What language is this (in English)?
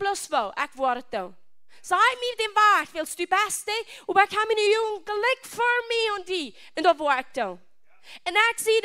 Plautdietsch